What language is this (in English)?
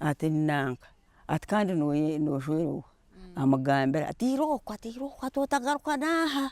Nyankole